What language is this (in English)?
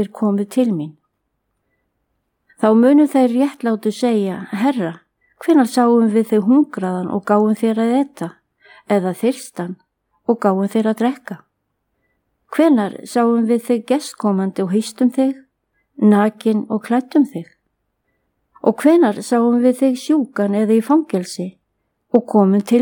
Icelandic